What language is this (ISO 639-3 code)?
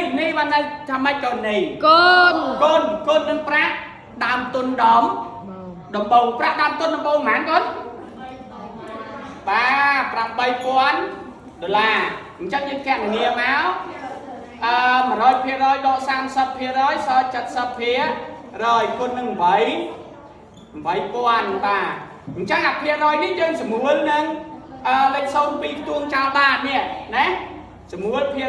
khm